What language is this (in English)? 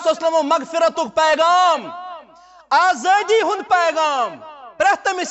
Kashmiri